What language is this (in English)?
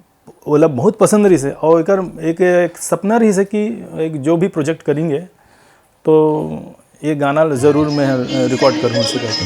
Chhattisgarhi